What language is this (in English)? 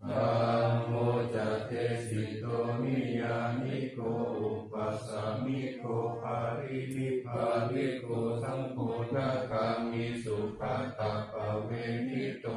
Pali